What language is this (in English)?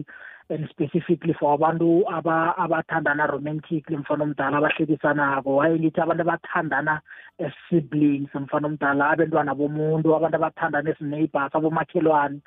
South Ndebele